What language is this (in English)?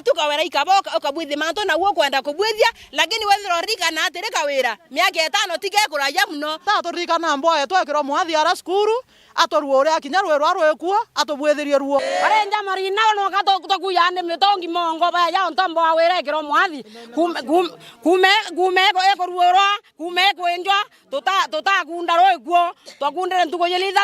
Meru